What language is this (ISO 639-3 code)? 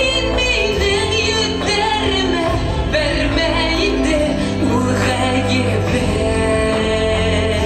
bak